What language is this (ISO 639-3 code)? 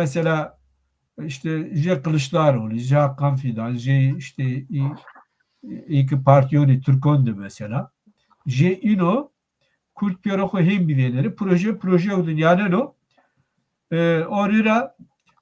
zza